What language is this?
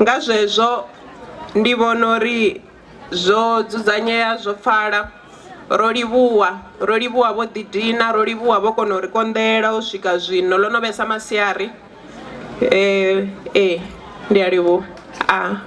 Venda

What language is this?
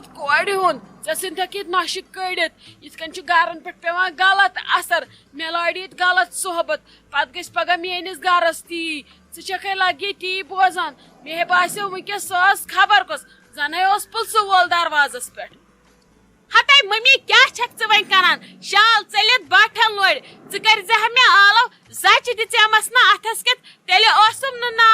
Kashmiri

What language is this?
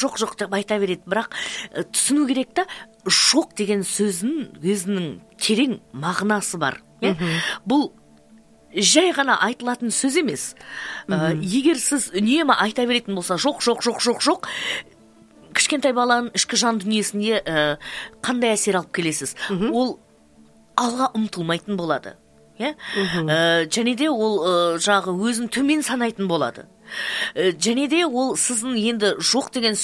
Kazakh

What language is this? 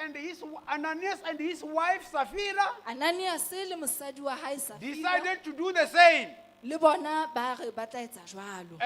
Southern Sotho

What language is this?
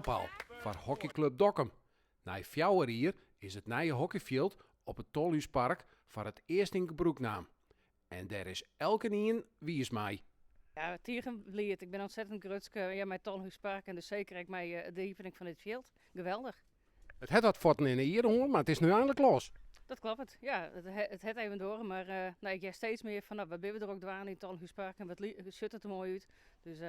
Western Frisian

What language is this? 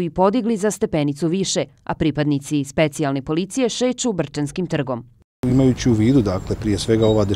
Bosnian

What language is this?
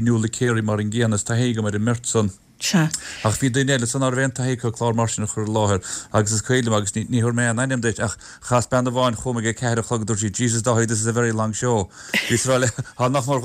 Irish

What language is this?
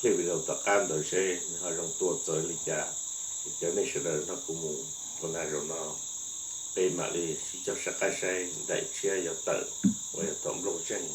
Hmong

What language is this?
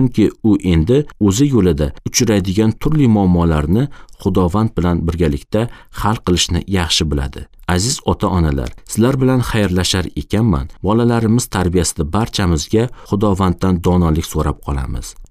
Uzbek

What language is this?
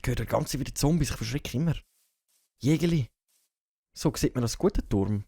Swiss German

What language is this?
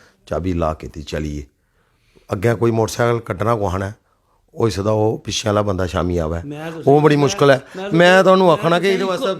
Dogri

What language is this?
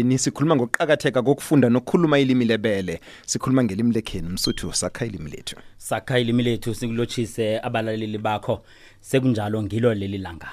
South Ndebele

